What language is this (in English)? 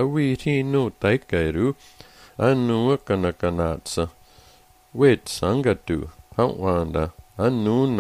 Slovenian